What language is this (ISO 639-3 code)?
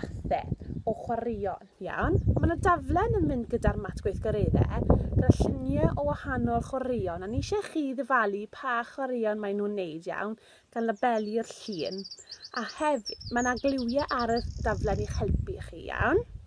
cym